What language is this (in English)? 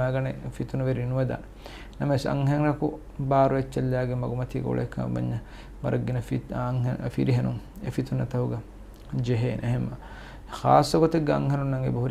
Divehi